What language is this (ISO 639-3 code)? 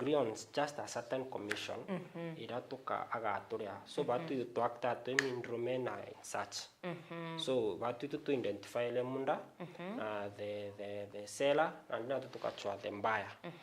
mer